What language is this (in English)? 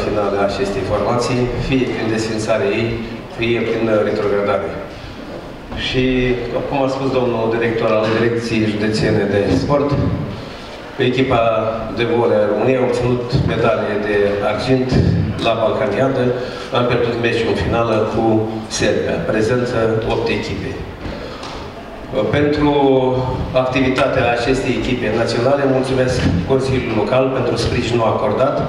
Romanian